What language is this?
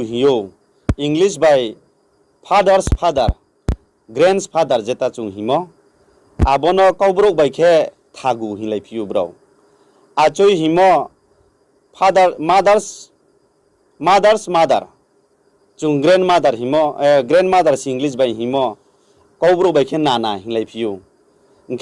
Riang (India)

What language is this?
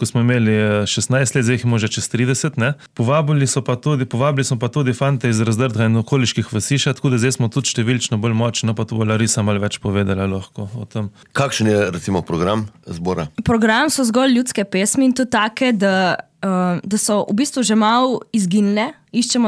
Slovenian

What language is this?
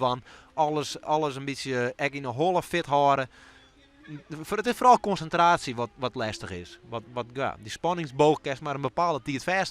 Western Frisian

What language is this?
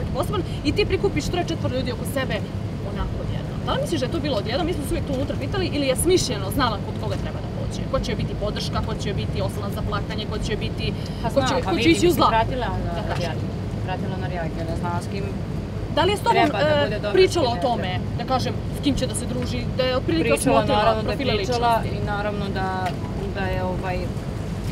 Serbian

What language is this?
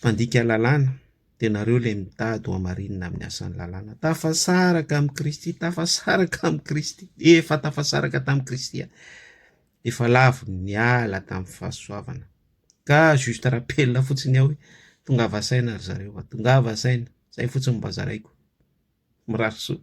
Malagasy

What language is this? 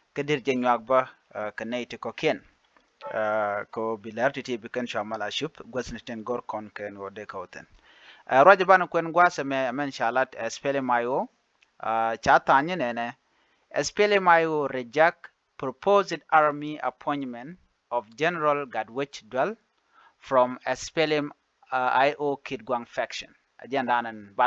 Nuer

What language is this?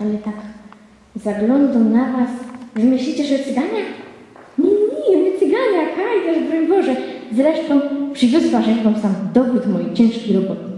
Silesian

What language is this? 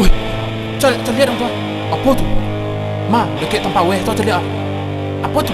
Minangkabau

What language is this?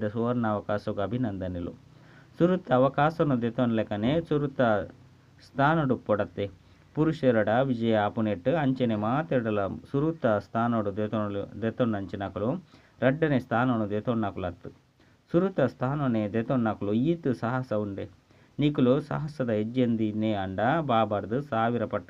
Tulu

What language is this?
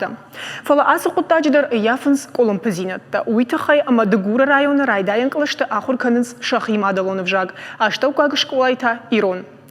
Ossetic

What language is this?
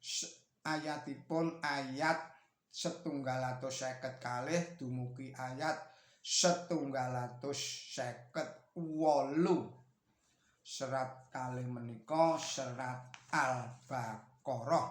Javanese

